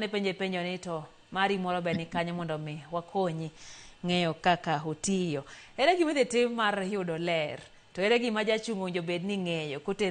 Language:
Luo (Kenya and Tanzania)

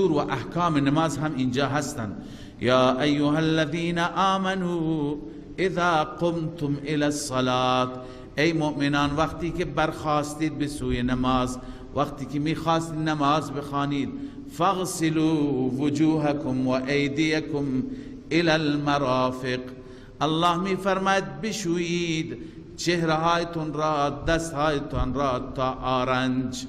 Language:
Persian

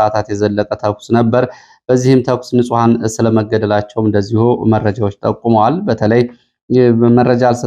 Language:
Amharic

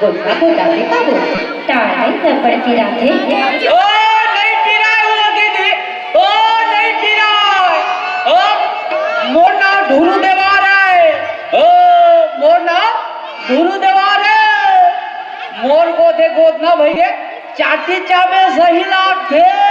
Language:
Chhattisgarhi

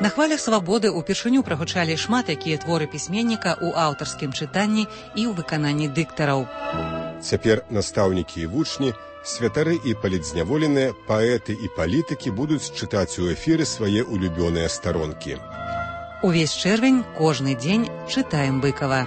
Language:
Belarusian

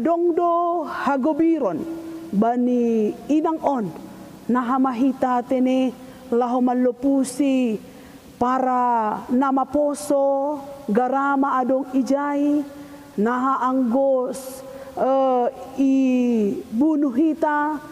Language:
Batak Simalungun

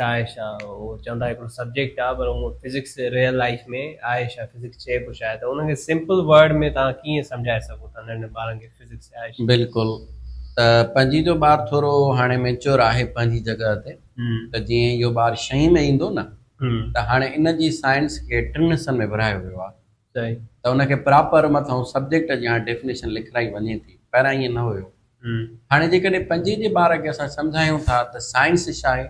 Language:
Sindhi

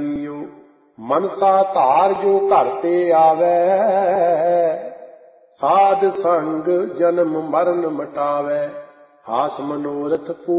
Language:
Punjabi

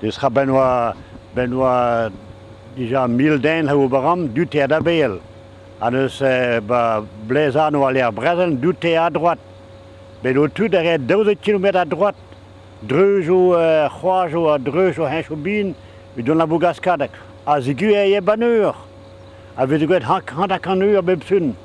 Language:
Breton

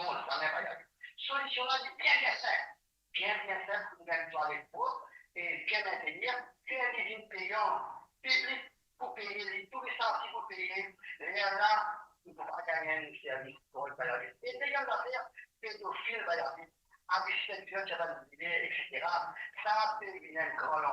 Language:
Morisyen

